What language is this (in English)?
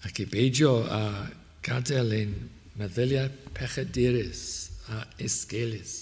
Welsh